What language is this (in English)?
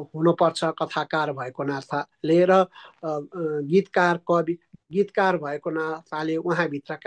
Nepali